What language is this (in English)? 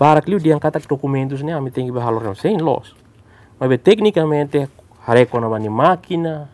Tetum